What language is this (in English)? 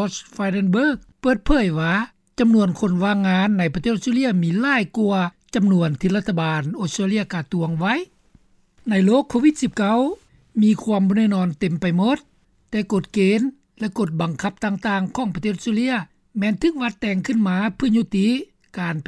Lao